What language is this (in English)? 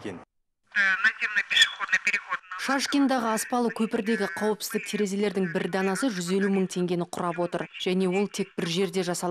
Kazakh